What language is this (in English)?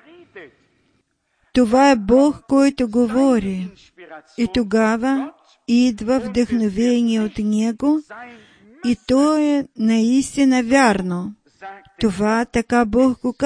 Bulgarian